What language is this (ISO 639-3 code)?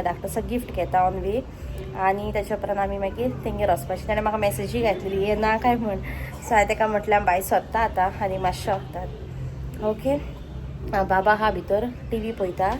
kok